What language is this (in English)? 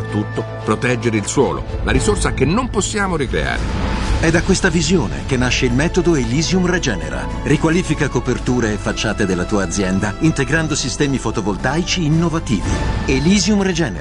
Italian